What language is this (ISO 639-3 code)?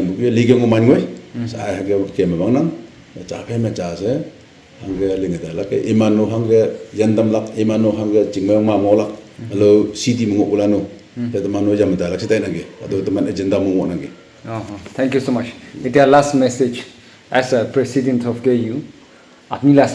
nag